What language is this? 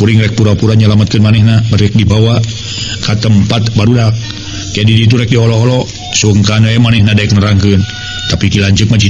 Sundanese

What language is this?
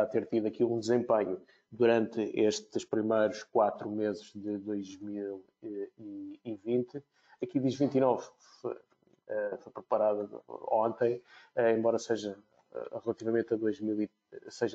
Portuguese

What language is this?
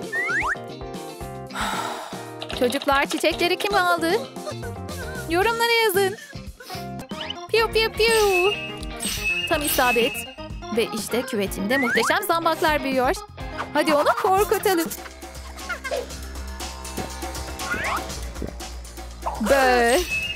Turkish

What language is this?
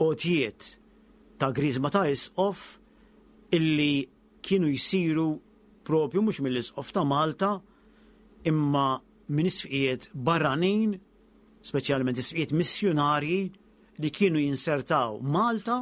Maltese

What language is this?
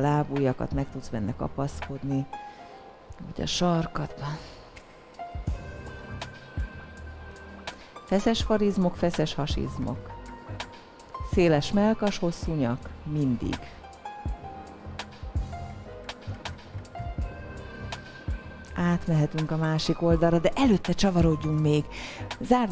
Hungarian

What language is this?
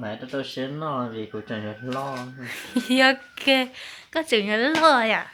Hmong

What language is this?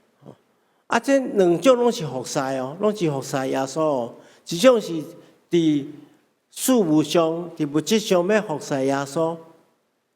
Min Nan Chinese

